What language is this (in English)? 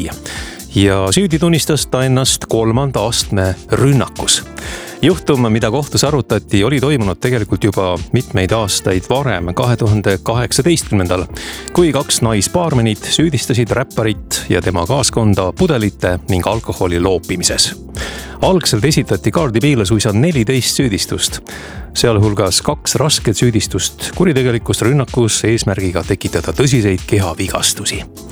Estonian